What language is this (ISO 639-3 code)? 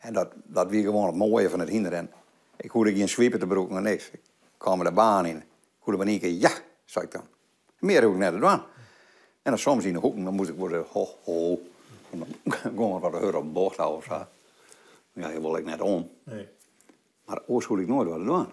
fry